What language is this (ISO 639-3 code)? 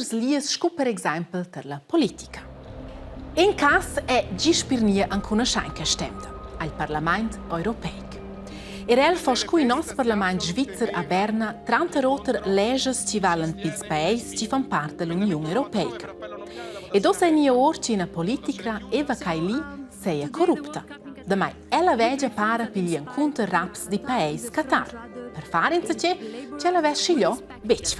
roh